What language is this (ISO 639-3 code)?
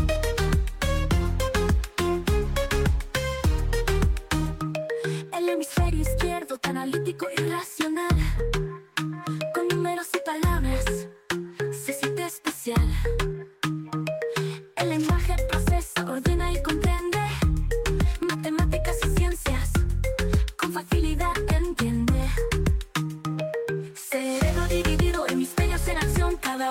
spa